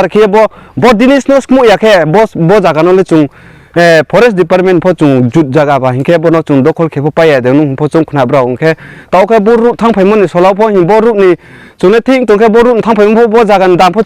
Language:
Riang (India)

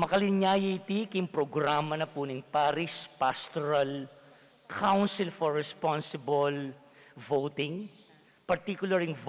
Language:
Pampanga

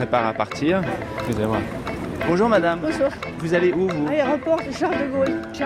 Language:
French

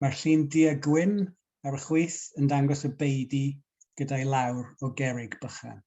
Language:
Welsh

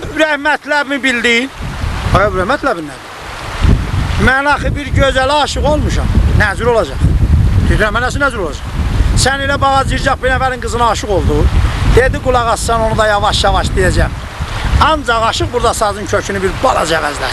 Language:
South Azerbaijani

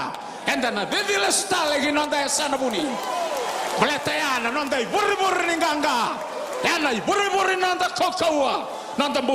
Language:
Fijian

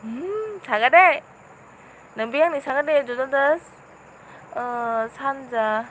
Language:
Kok Borok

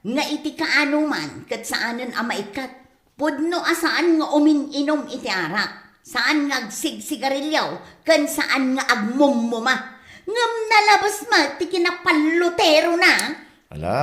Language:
Iloko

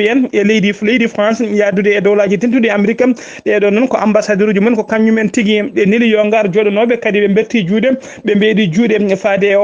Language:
Fula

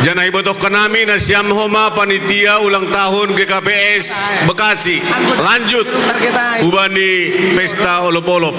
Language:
Batak Simalungun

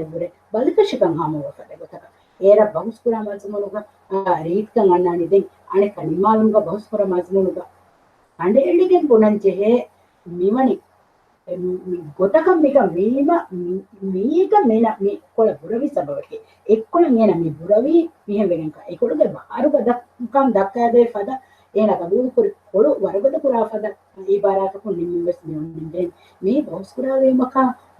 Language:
Divehi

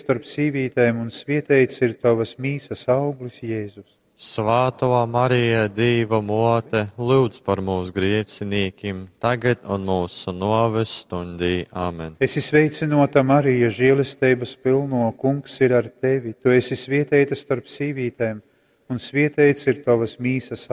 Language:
Latgalian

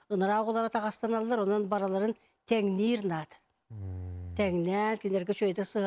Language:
Yakut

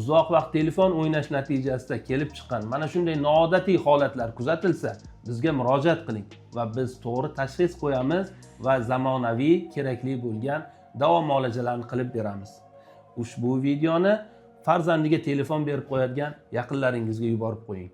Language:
Uzbek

